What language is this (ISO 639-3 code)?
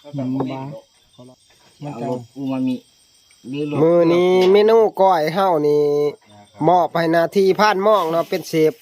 tts